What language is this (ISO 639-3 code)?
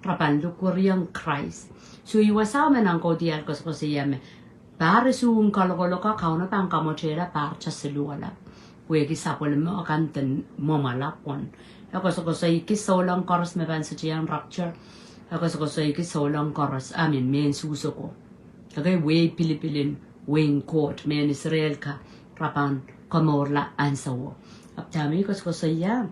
pon